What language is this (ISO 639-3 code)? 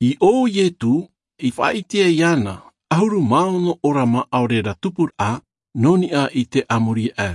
tah